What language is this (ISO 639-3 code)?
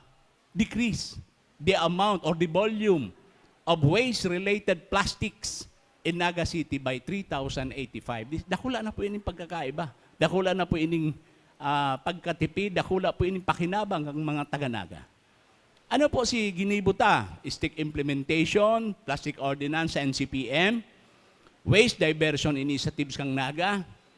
bik